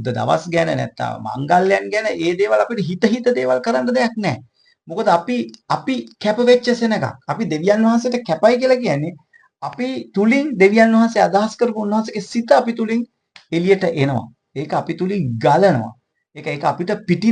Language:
Sinhala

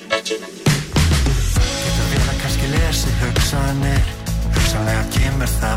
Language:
Icelandic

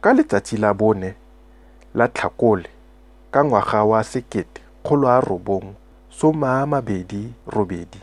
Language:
Tswana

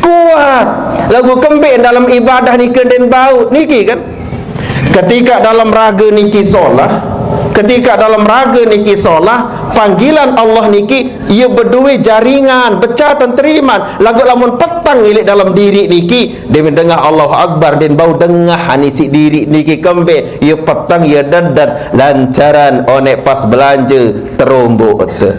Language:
Sasak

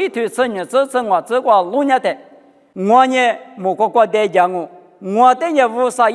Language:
Lisu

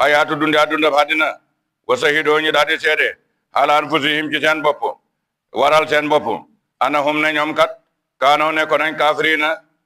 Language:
Wolof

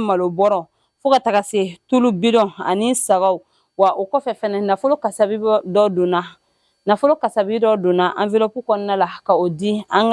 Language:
Bambara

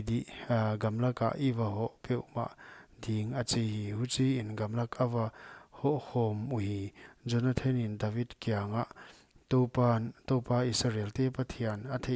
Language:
Paite Chin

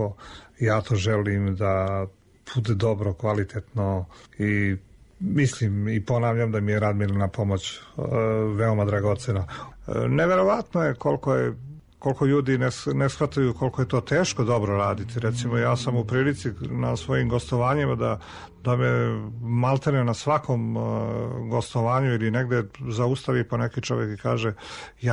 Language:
Serbian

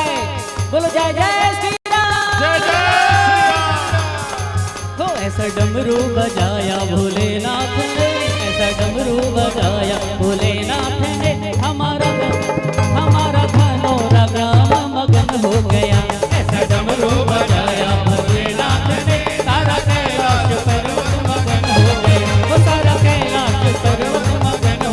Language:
Chhattisgarhi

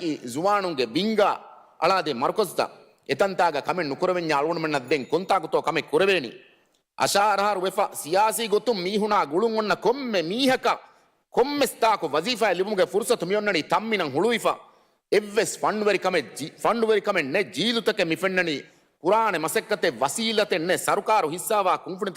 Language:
Divehi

